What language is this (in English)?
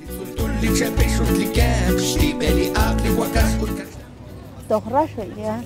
Kekchí